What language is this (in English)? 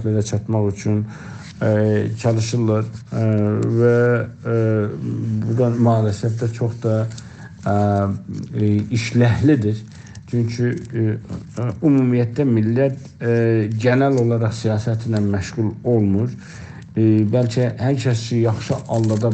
South Azerbaijani